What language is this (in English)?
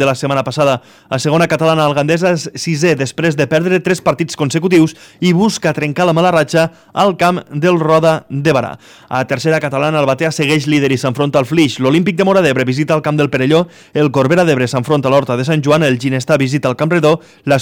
Catalan